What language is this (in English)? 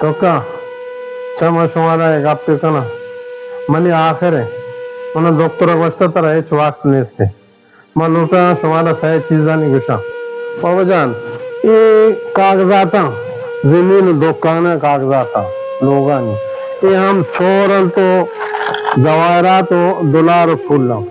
Baluchi